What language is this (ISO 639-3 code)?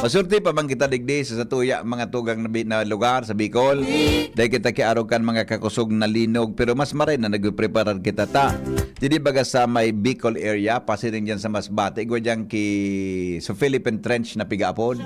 bik